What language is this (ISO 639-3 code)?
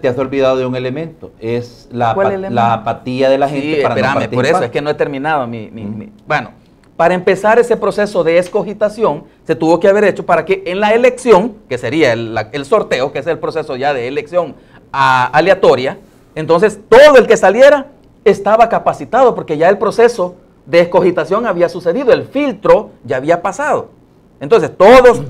spa